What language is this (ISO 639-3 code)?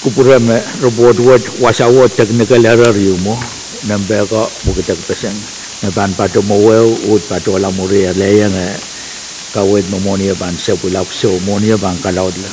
pon